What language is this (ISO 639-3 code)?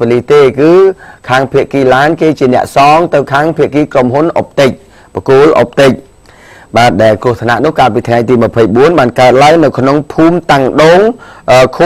khm